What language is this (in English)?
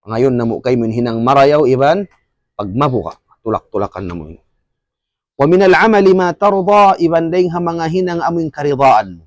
Tausug